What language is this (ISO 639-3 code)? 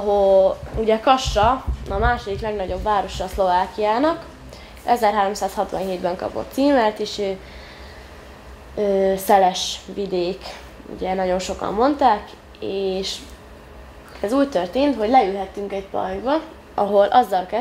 hun